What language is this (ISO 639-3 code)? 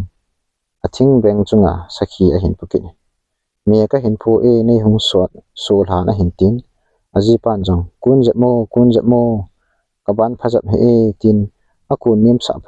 tcz